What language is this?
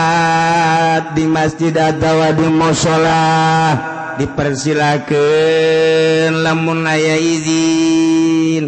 Sundanese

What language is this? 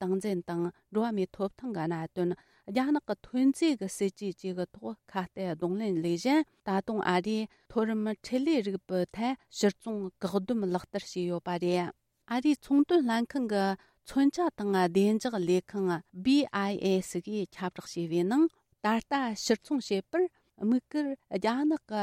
Tibetan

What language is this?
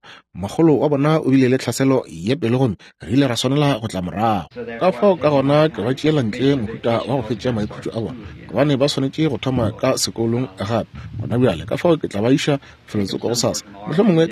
Northern Sotho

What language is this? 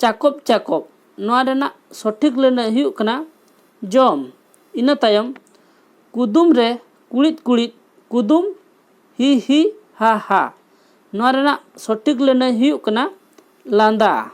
Santali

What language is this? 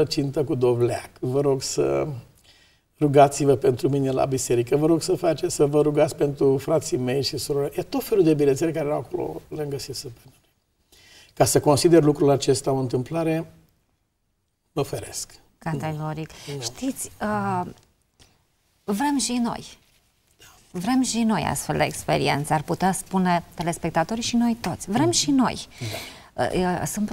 Romanian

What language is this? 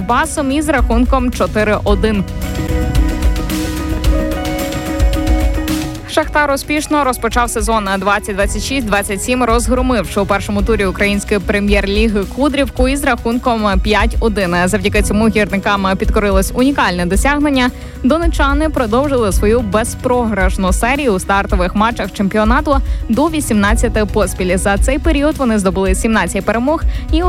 Ukrainian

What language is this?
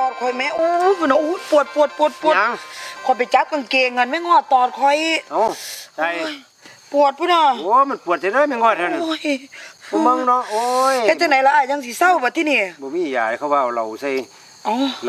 Northeastern Thai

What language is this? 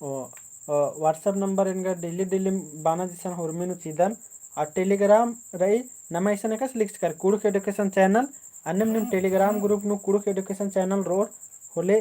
Kurukh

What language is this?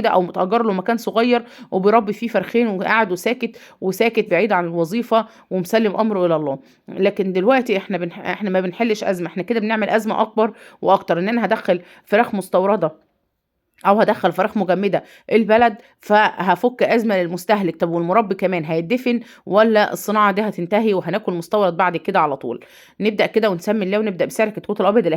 Egyptian Arabic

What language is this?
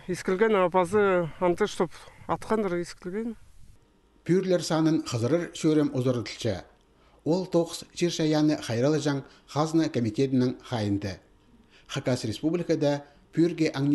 Khakas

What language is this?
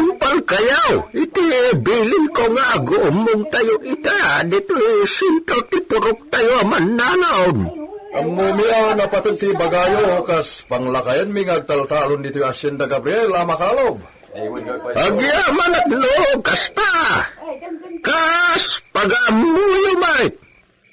Iloko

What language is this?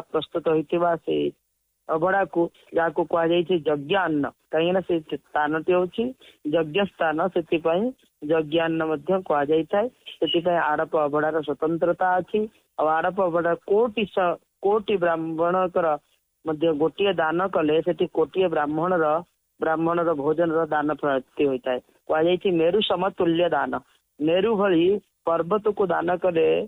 Odia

